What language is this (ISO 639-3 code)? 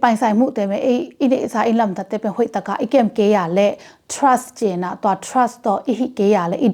ctd